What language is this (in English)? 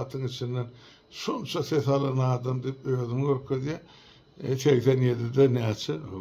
Turkmen